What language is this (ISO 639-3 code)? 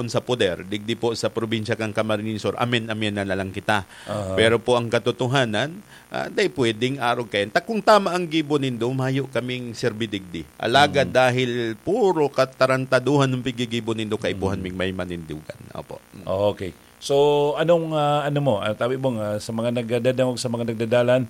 bik